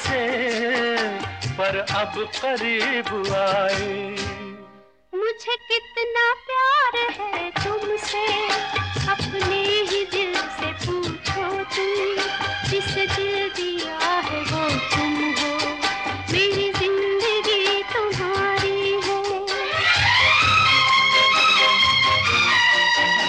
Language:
Hindi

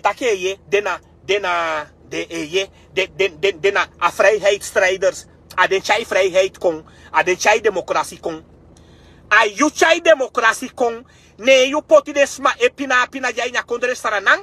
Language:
Sranan Tongo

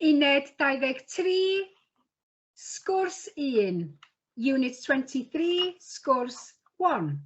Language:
Welsh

